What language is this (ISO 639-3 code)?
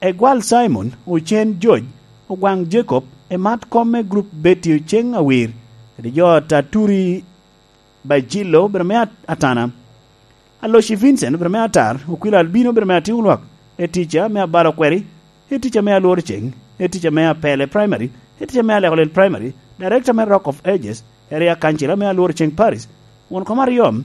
laj